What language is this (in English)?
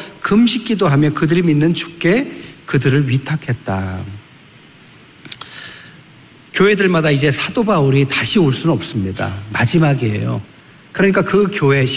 Korean